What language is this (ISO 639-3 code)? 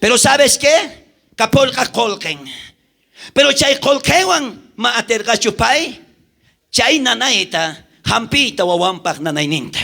quh